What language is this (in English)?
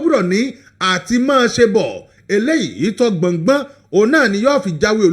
Yoruba